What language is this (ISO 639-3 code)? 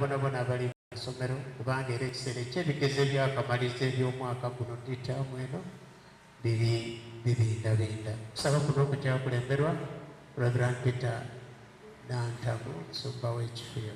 xog